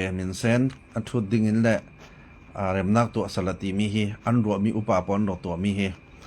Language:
Falam Chin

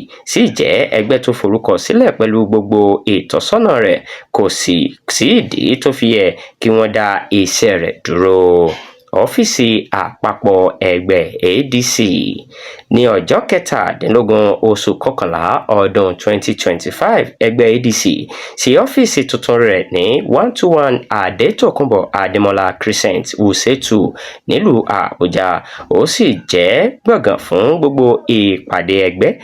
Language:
Yoruba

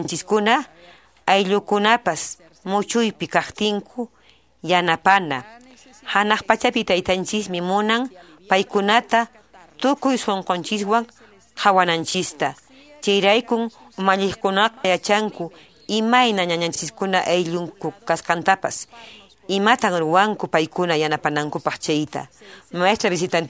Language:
Quechua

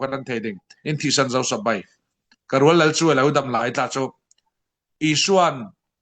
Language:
Falam Chin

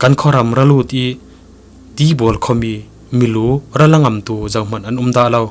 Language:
Falam Chin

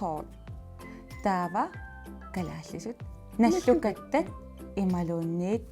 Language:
Kalaallisut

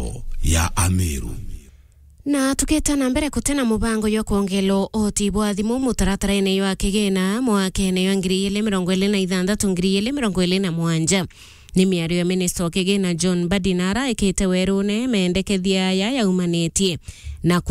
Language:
Meru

